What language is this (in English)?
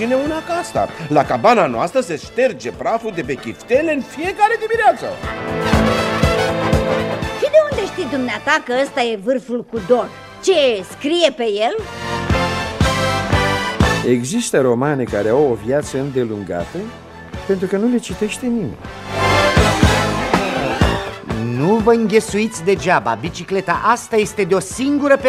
Romanian